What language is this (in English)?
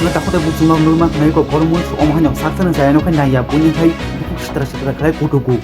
Kok Borok